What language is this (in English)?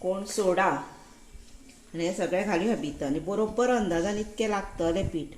Konkani